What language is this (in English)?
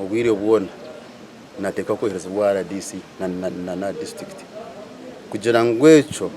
Nyankole